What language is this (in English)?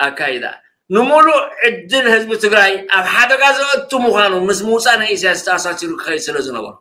Tigrinya